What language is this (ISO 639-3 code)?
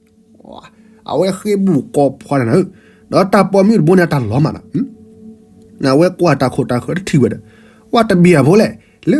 ksw